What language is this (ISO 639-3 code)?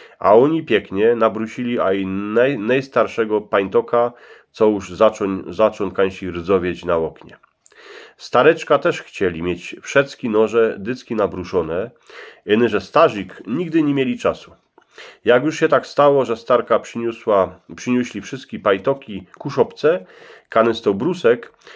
szl